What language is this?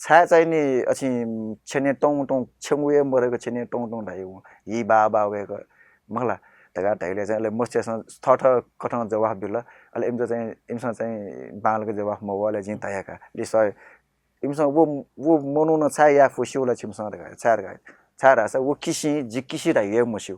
Newari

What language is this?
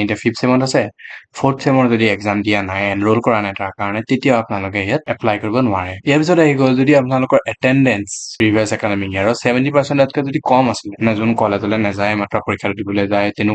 Assamese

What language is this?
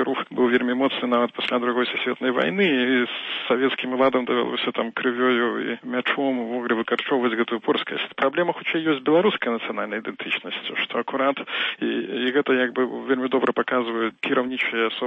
Belarusian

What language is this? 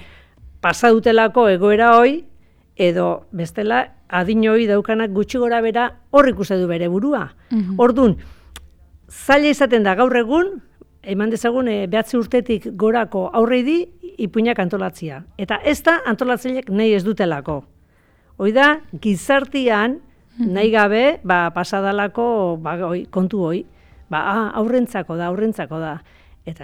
Basque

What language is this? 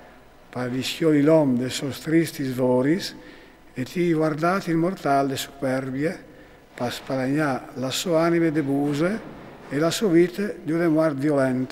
Friulian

